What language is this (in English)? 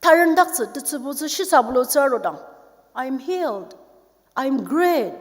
Ao Naga